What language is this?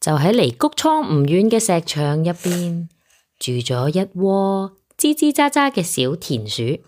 Cantonese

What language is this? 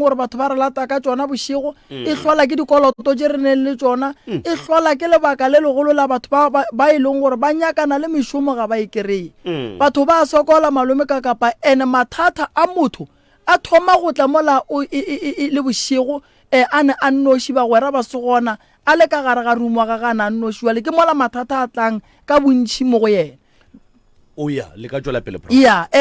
Northern Sotho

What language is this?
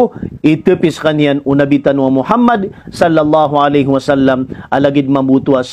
Maranao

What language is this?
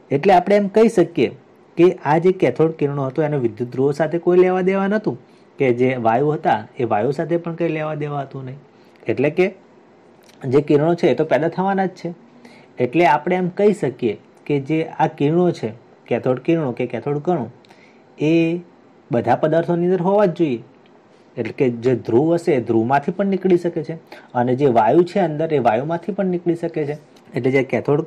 Gujarati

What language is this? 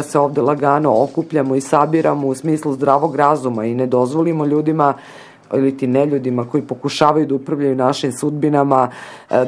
Serbian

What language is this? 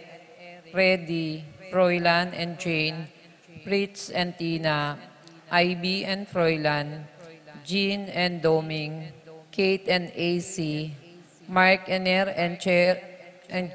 Pampanga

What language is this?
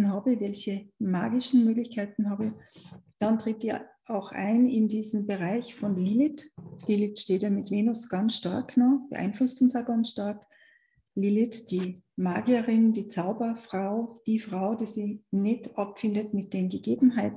German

